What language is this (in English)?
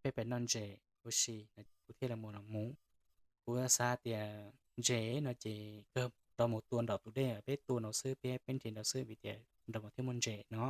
Hmong